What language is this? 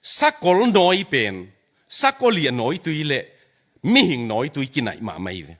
Tedim Chin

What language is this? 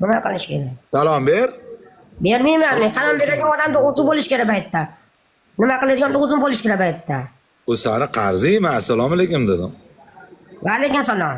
Uzbek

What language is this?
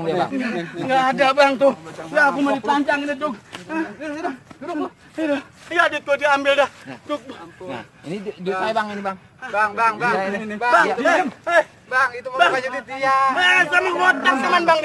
Betawi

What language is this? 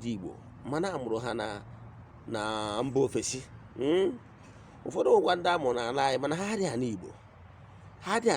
Igbo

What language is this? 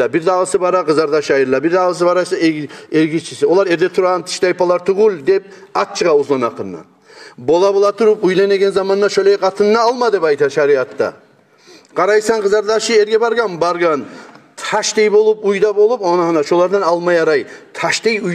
Kumyk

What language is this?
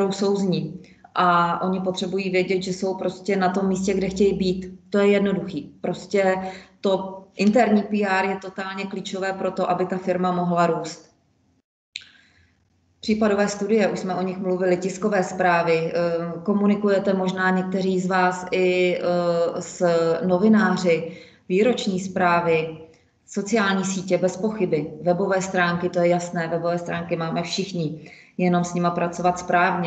Czech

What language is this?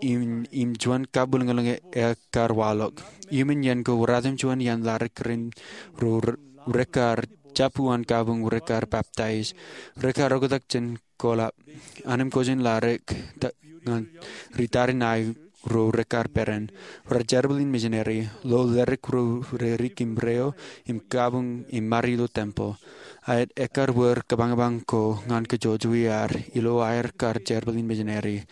Marshallese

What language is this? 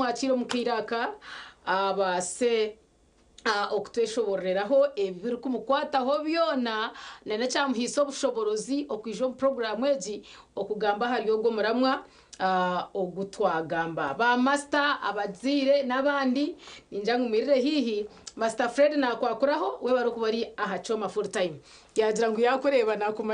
Nyankole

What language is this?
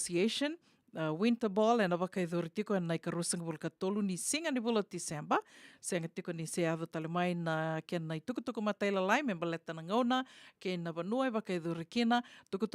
Fijian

